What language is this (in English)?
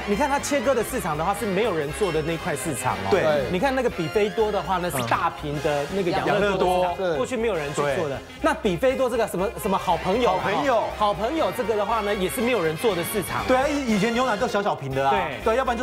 Chinese